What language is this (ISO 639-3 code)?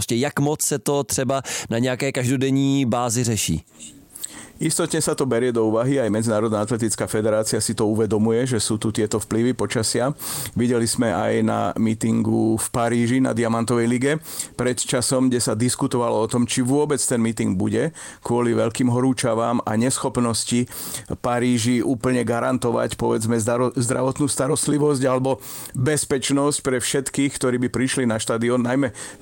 slk